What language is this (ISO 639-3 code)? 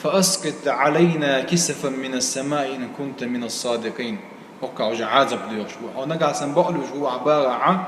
che